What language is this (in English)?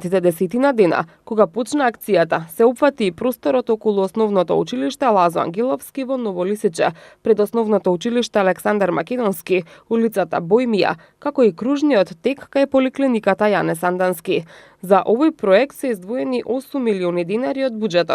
Macedonian